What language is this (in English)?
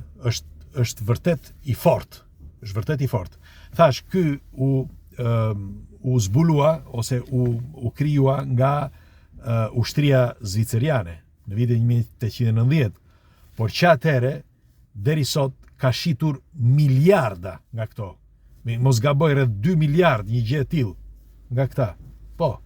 Albanian